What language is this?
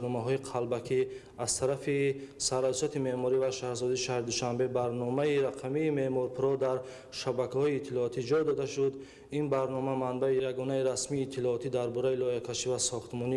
Tajik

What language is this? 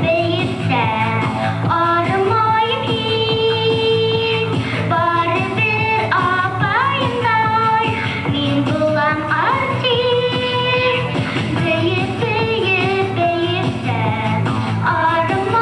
Bashkir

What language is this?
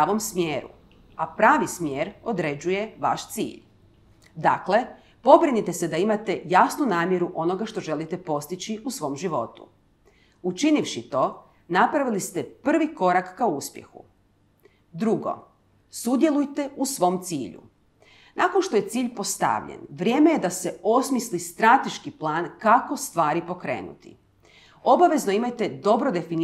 Croatian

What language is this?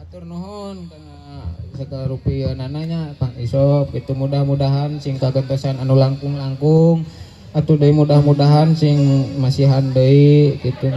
Sundanese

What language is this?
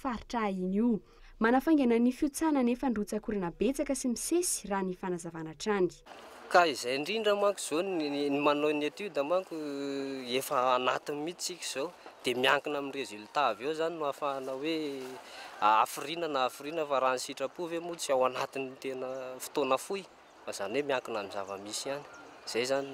Malagasy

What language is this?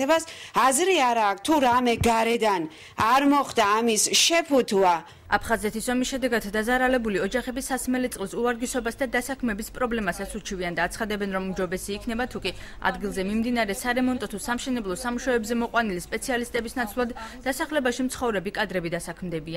Georgian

